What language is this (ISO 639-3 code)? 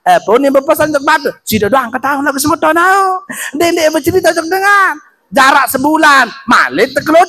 sas